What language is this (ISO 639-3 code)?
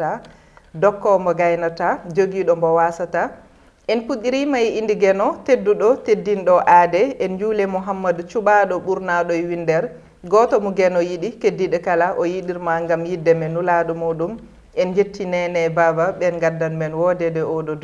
ful